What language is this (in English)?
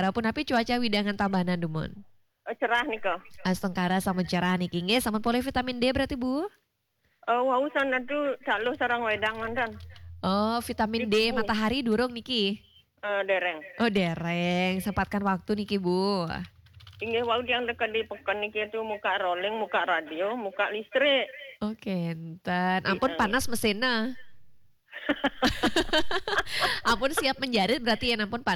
Balinese